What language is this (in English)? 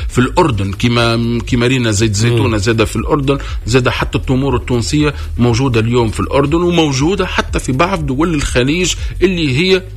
Tunisian Arabic